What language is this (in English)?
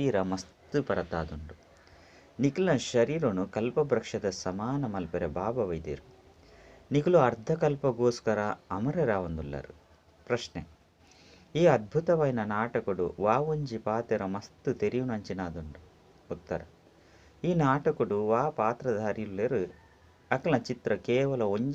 Tulu